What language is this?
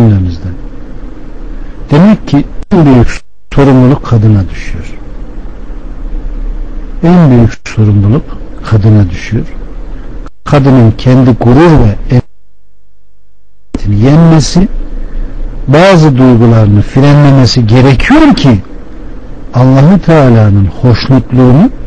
Turkish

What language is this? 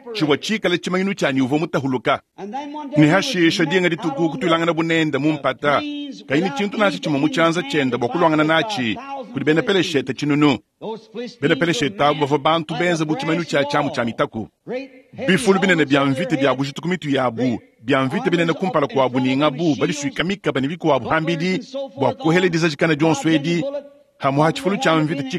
Luba-Lulua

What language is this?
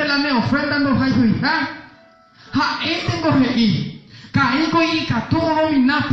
Guarani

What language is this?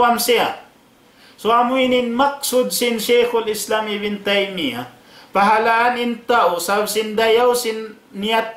Tausug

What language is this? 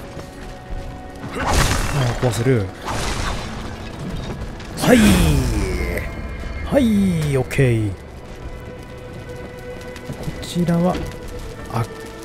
Japanese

